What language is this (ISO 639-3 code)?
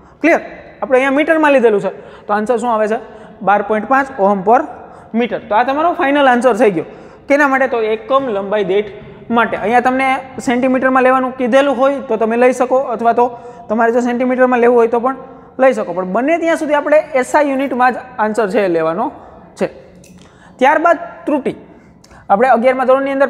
guj